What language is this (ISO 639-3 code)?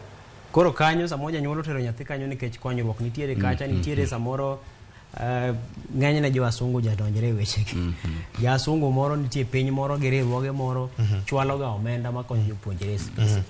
luo